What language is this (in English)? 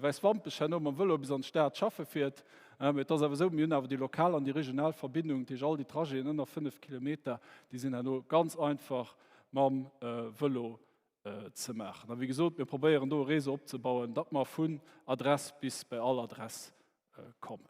Luxembourgish